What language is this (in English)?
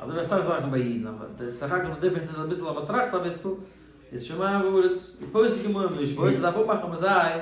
Yiddish